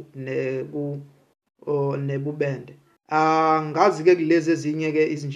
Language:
Zulu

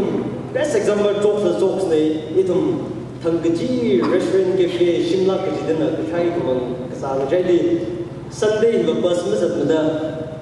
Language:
Tangkhul Naga (India)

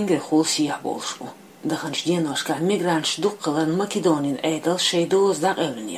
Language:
Chechen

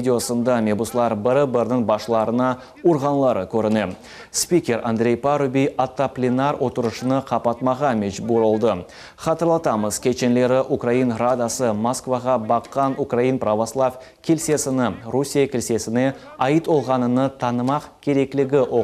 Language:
Crimean Tatar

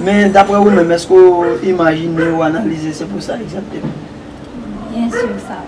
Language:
Haitian Creole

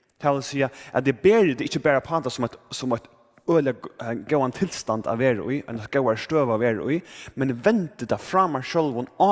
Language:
Faroese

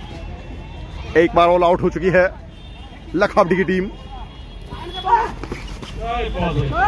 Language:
Hindi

